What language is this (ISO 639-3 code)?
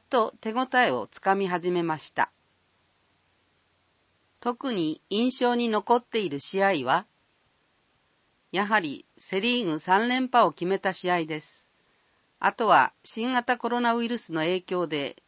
jpn